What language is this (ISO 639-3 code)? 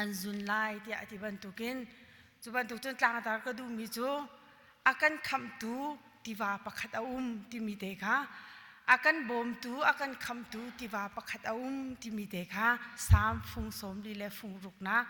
cnh